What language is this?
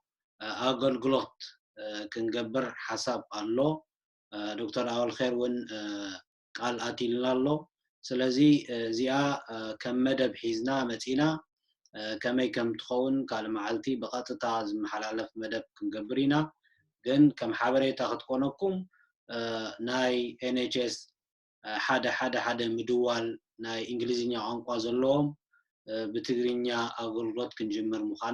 Tigrinya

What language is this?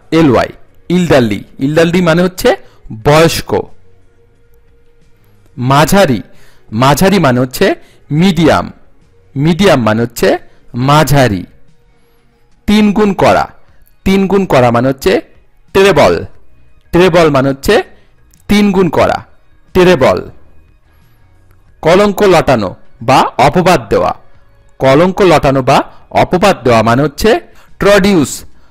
Bangla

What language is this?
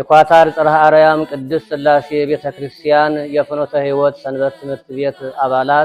Amharic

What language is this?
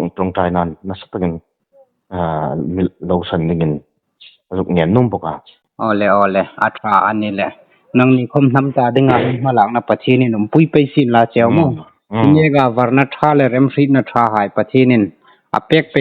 Hmar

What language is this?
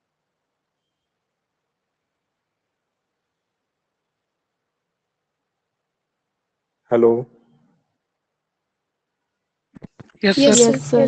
Marathi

